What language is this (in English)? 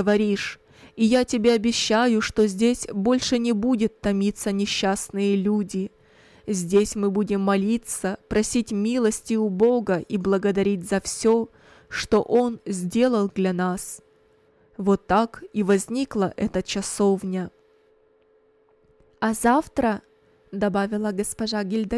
Russian